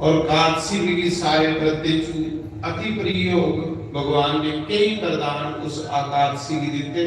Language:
Dogri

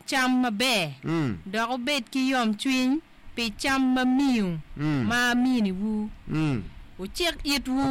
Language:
Acoli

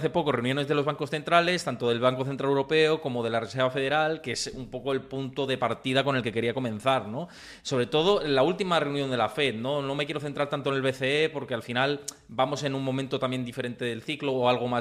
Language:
Spanish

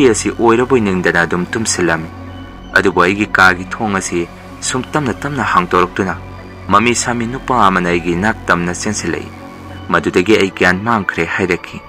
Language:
Manipuri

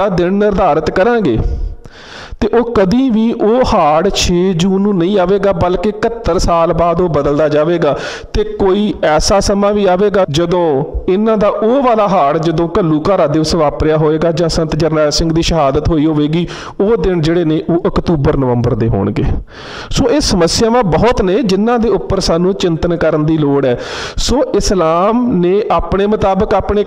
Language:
Punjabi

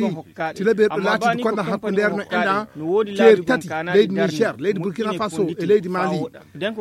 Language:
Fula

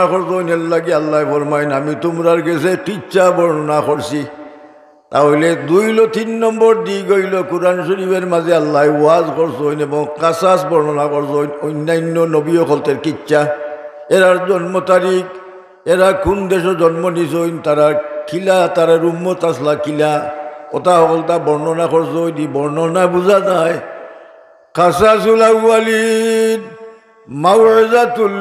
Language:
Sylheti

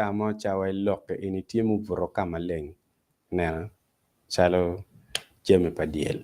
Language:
Acoli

